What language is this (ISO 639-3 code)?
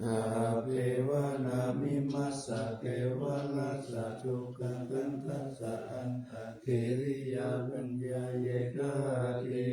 pli